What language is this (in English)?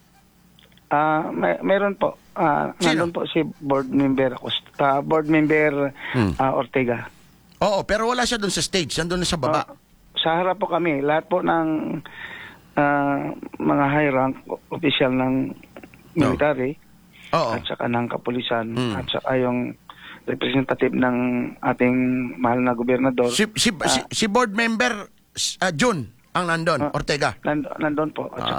Filipino